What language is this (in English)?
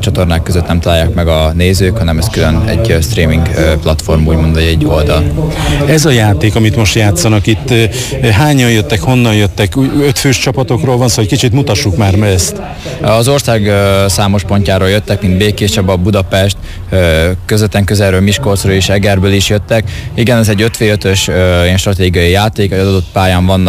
Hungarian